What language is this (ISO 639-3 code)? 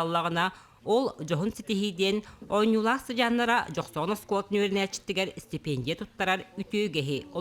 sah